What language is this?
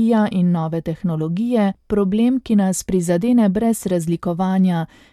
Slovenian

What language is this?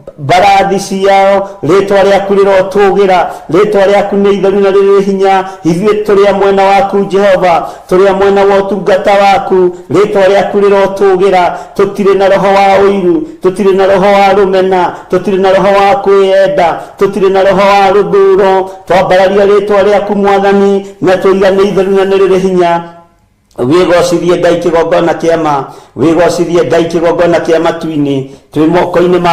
Kikuyu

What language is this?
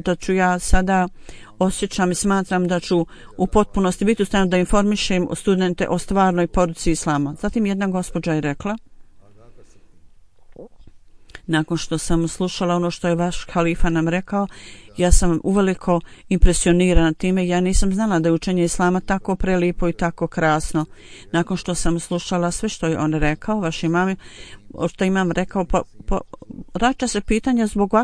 Bosnian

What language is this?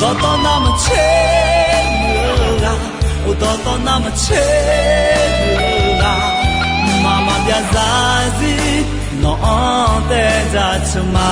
Akha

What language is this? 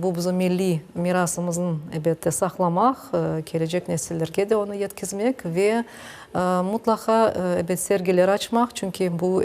Crimean Tatar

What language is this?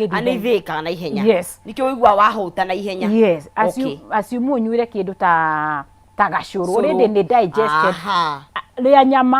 Kikuyu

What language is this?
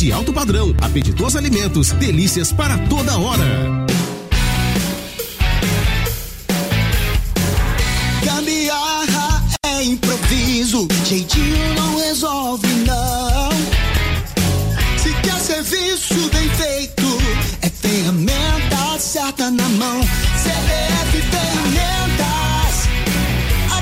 Portuguese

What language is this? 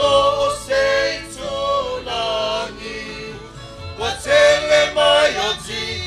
Samoan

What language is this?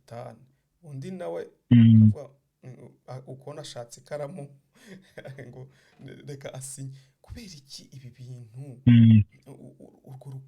Kinyarwanda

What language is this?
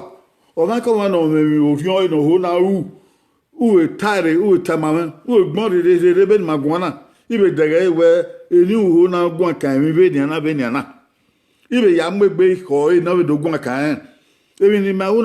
Bini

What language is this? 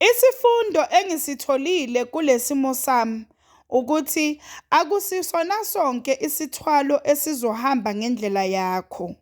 Zulu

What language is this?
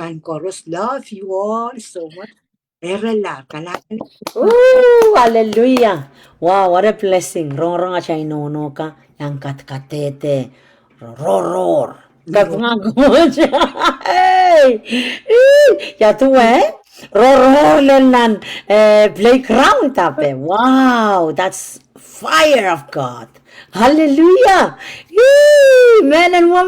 Pohnpeian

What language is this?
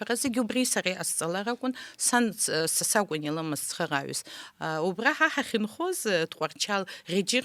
Abkhazian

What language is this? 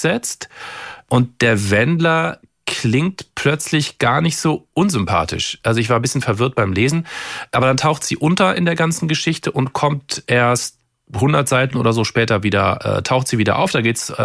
German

